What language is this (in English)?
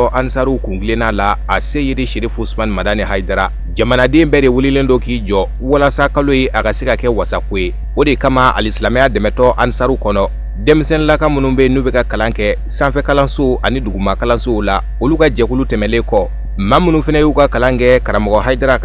Bambara